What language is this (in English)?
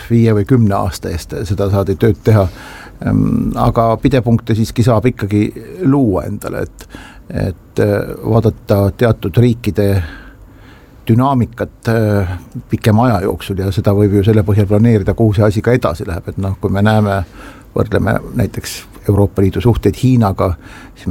Estonian